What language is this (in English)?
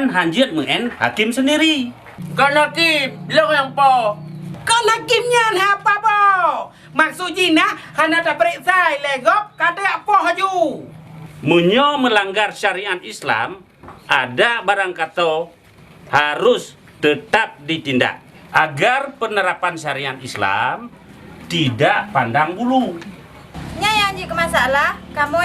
Achinese